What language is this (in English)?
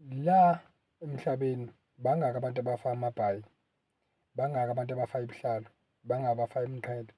Zulu